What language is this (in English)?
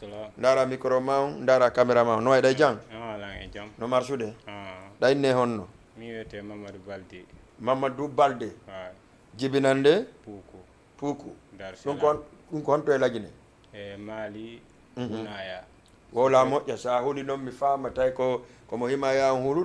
Fula